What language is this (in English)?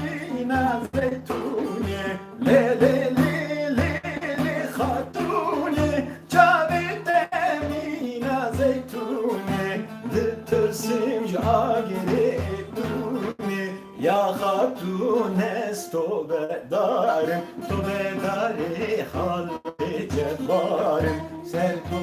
Kurdish